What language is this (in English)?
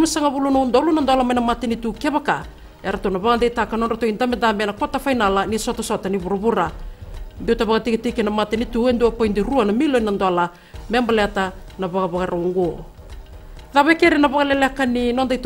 Fijian